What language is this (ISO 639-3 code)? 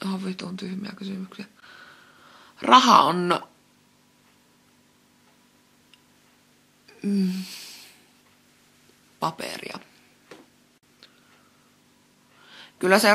fin